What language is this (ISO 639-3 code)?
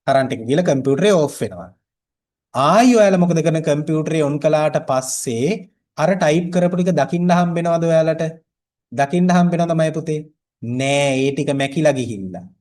sin